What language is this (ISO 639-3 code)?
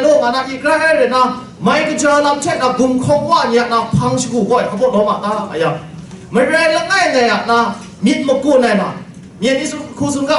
kac